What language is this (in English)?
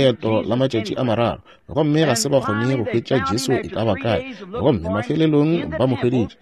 Northern Sotho